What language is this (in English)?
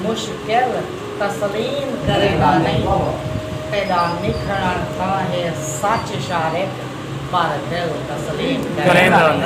Saraiki